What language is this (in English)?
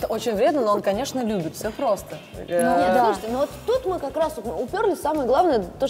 Russian